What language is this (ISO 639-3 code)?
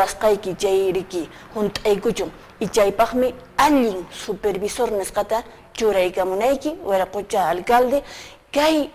que